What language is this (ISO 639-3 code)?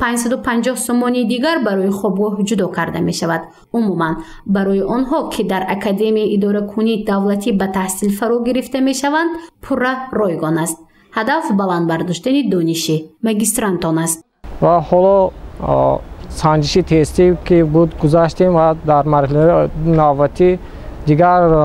tgk